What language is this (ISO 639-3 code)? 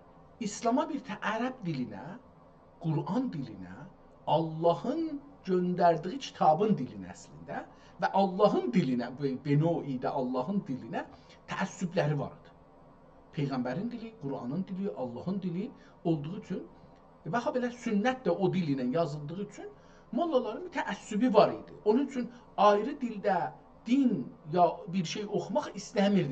azb